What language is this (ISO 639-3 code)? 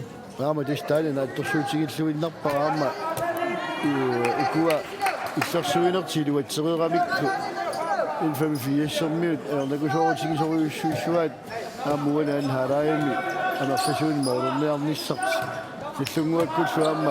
kal